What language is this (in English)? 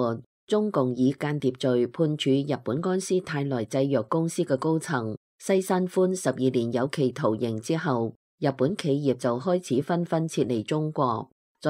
Cantonese